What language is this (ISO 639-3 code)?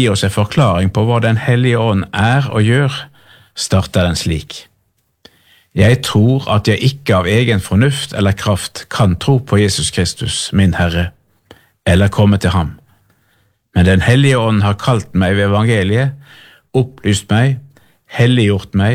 nor